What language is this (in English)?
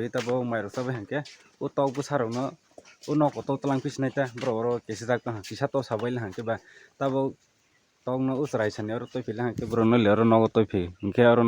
Kok Borok